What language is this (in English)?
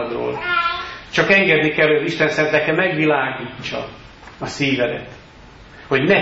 Hungarian